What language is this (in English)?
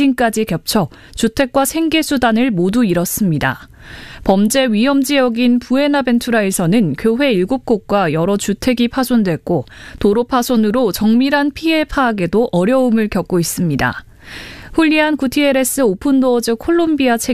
Korean